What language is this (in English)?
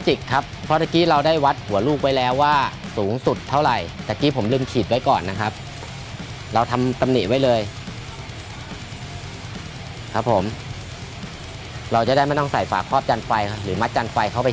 Thai